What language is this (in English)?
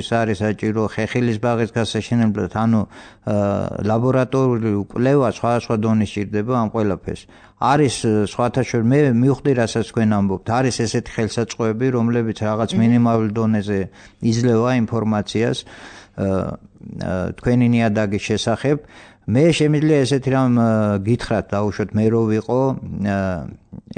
Georgian